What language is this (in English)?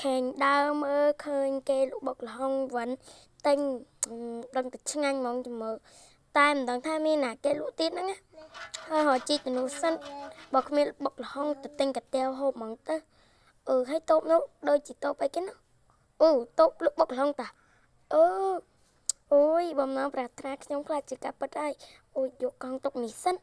Khmer